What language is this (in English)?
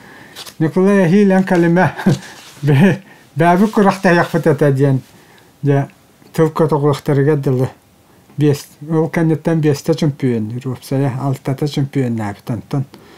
Yakut